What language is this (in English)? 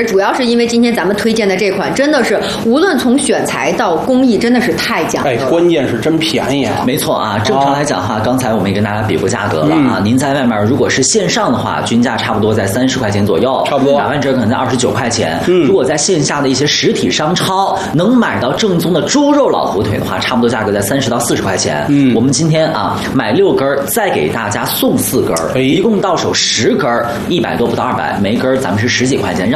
Chinese